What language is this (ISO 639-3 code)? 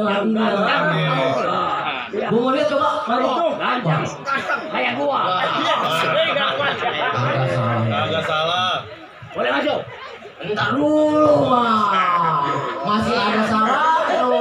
bew